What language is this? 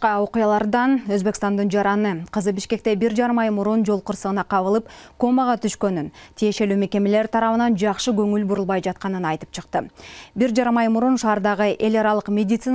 Kyrgyz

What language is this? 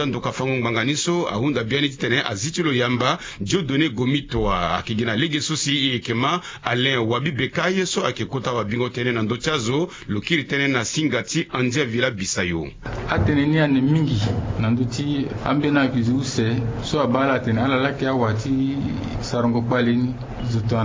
Sango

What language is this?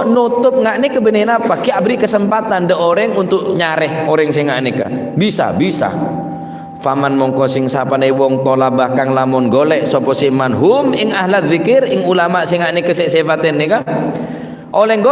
Madurese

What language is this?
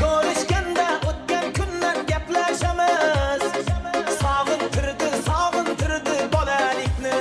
Kara-Kalpak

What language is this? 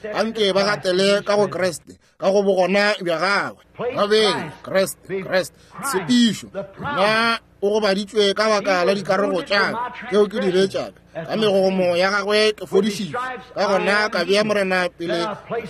Northern Sotho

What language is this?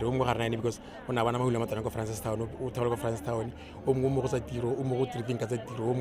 Tswana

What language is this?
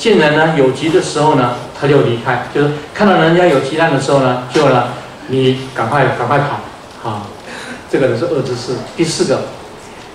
Chinese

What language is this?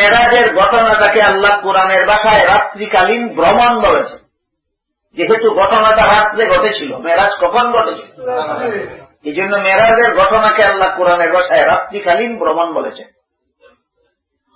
Bangla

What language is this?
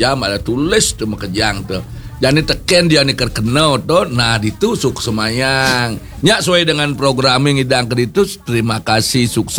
Balinese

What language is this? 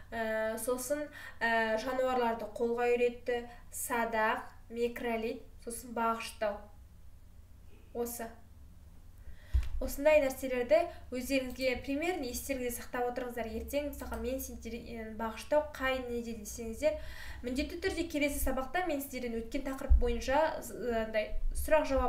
Kazakh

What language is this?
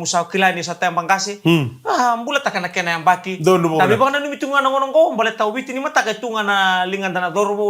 Fijian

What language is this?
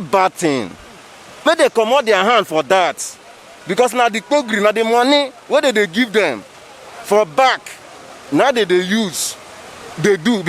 Nigerian Pidgin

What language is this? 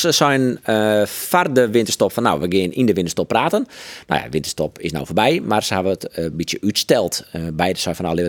Western Frisian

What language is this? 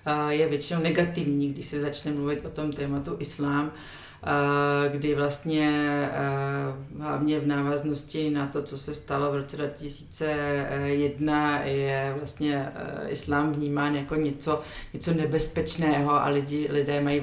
Czech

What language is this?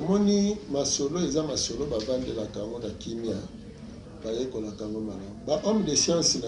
Lingala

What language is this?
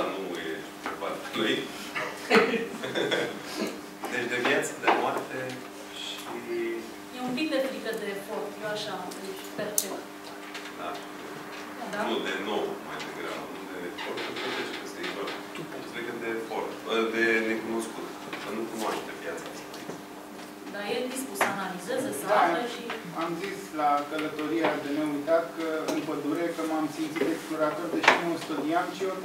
Romanian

